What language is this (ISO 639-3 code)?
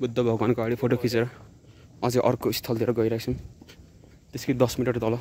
nep